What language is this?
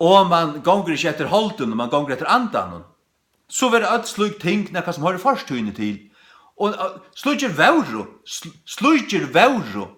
Faroese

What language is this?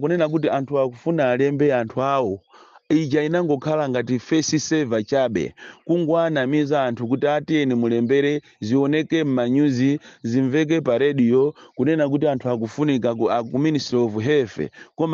Nyanja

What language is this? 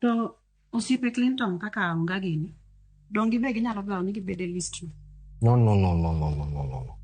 Luo (Kenya and Tanzania)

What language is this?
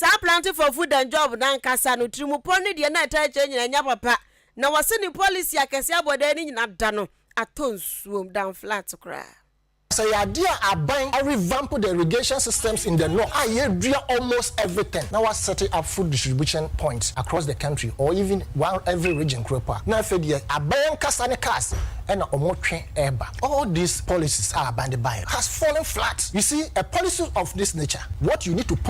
Akan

